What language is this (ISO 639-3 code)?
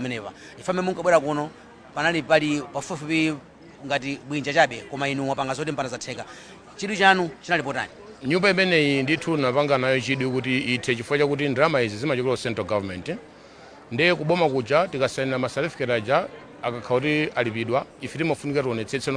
nya